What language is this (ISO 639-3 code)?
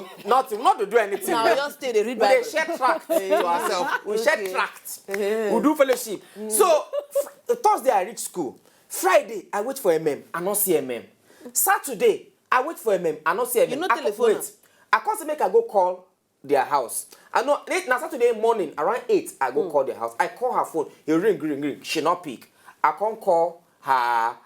pcm